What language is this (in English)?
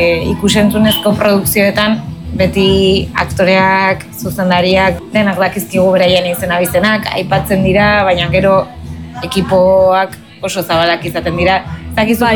Basque